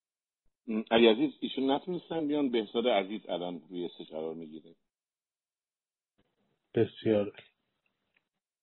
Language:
Persian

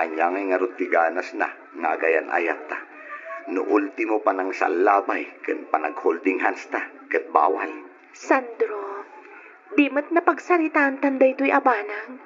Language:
Iloko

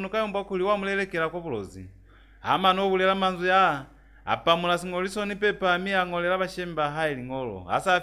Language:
Lozi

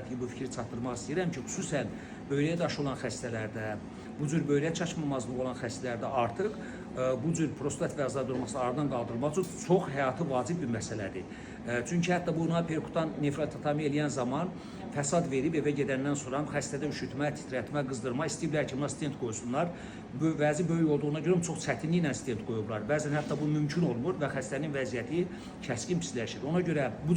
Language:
Azerbaijani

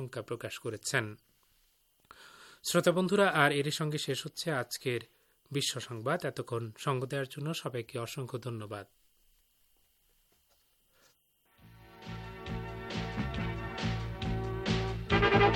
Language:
Bangla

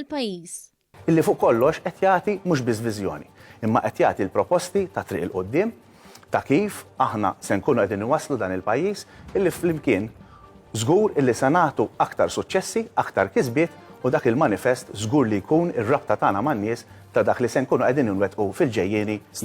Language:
Maltese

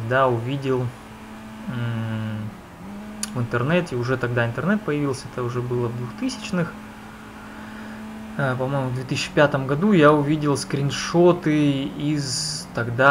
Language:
Russian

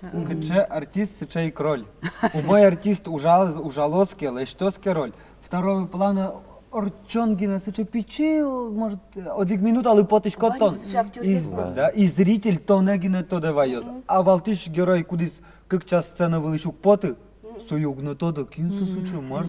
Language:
Udmurt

